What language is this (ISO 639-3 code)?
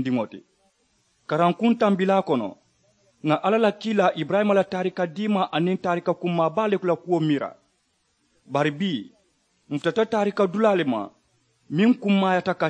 man